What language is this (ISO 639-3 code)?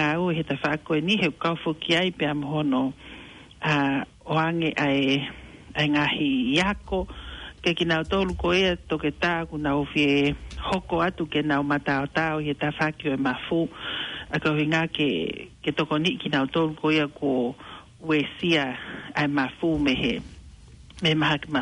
ton